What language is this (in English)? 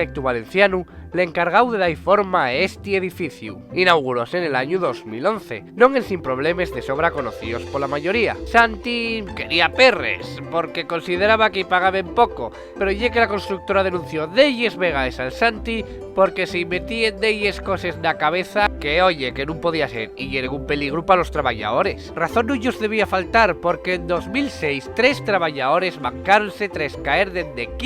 Asturian